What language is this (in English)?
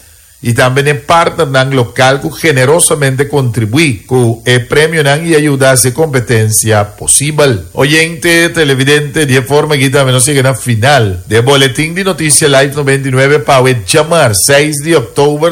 Papiamento